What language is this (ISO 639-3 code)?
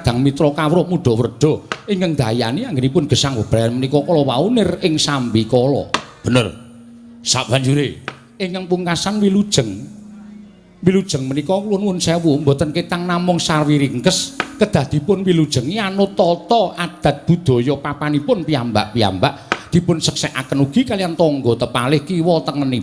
jav